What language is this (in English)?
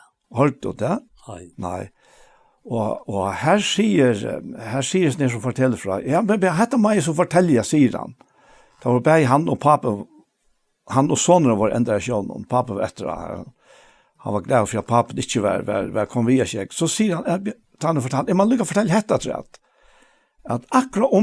Faroese